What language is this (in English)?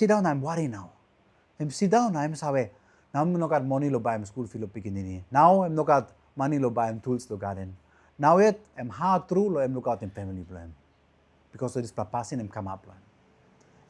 Tok Pisin